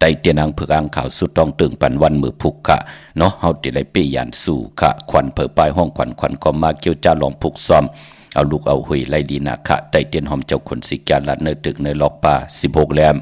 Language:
Shan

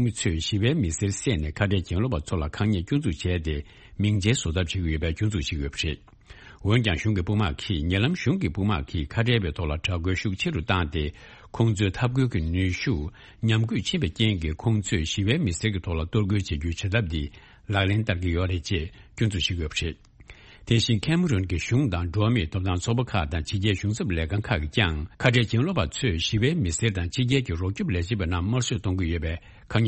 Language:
Tibetan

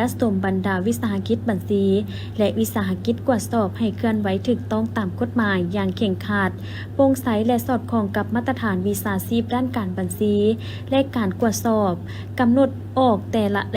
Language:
Lao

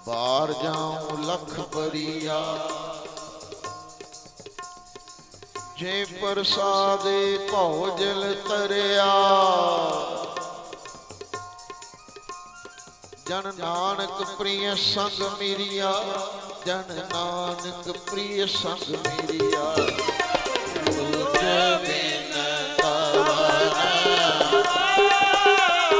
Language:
Punjabi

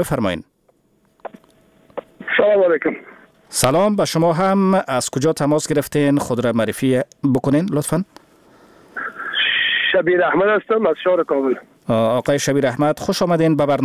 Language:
Persian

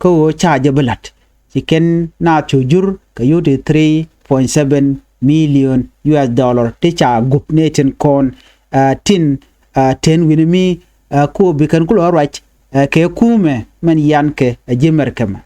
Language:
Nuer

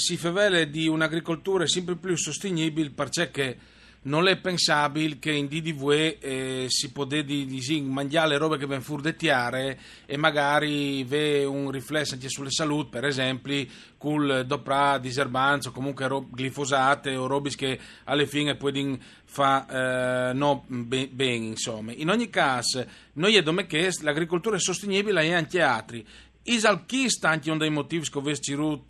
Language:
Friulian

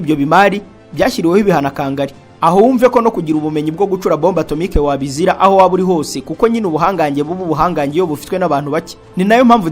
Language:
Kinyarwanda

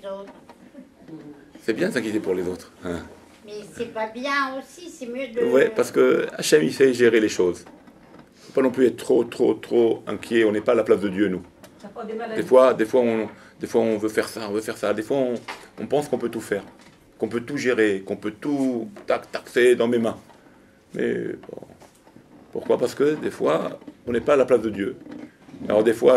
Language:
French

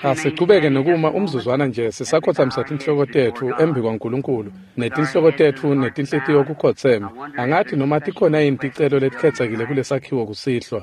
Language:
Swati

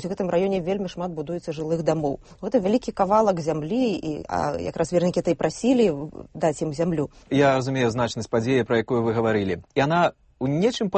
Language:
Belarusian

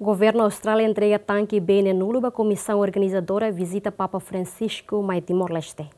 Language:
Tetum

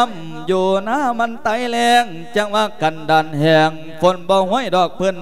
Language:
Lao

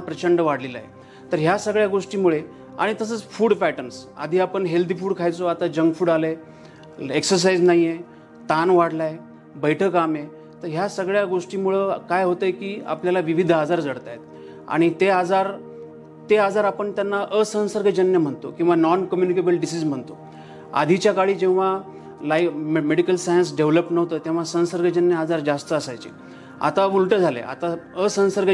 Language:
Marathi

